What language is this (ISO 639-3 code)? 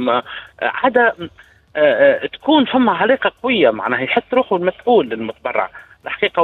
aeb